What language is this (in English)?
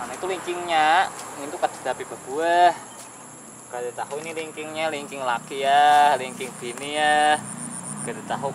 Banjar